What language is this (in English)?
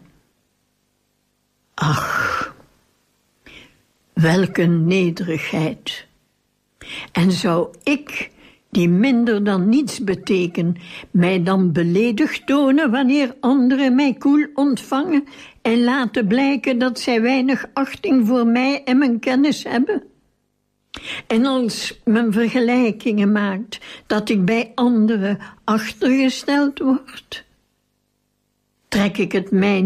Dutch